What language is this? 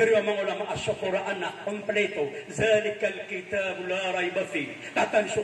Maranao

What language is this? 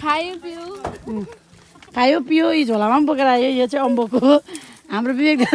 Nepali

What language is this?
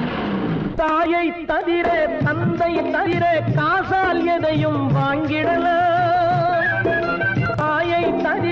Tamil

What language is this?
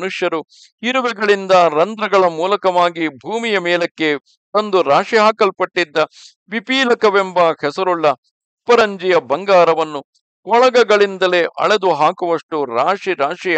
Kannada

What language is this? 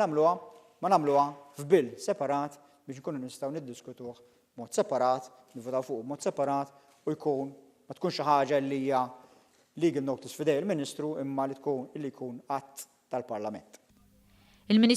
Maltese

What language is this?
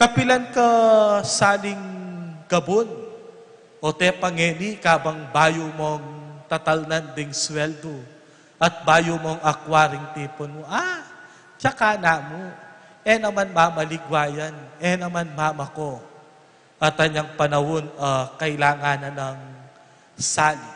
Pampanga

